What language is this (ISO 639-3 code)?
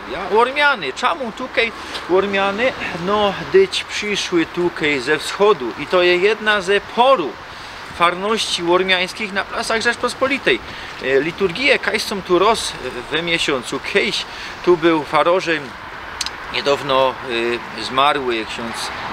szl